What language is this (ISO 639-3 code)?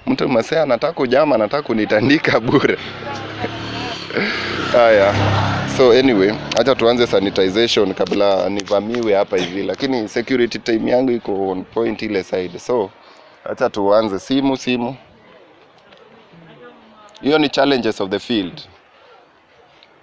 swa